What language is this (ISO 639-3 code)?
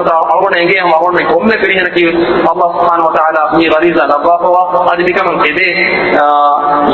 div